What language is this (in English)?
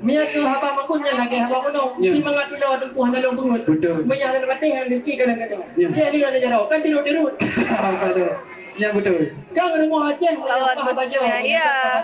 Achinese